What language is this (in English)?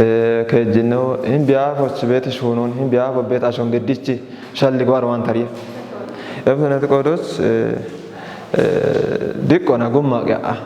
Kafa